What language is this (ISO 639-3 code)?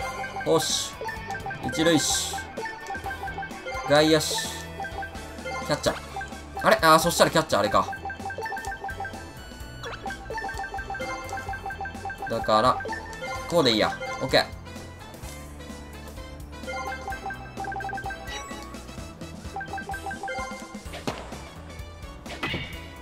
jpn